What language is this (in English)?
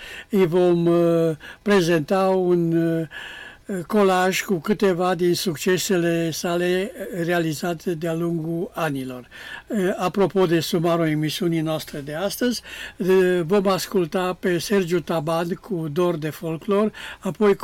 Romanian